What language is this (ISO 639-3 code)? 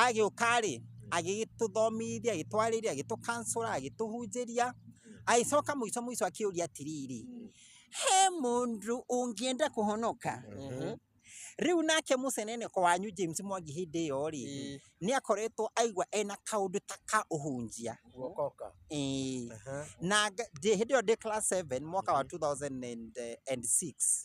kik